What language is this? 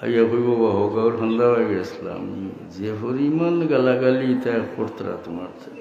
Sylheti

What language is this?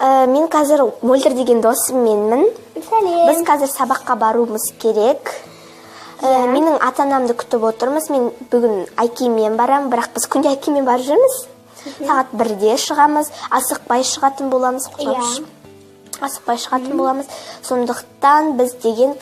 Kazakh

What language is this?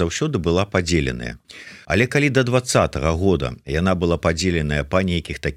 Belarusian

